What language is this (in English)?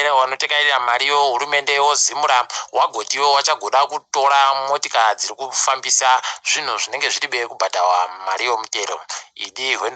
Ndau